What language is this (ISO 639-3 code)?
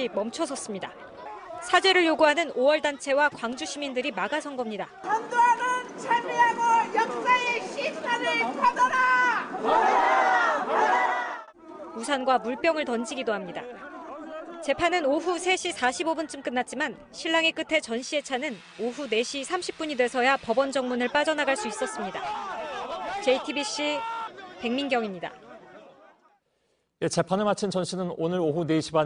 kor